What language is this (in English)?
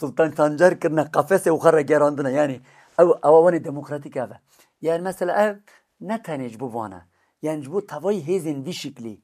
Kurdish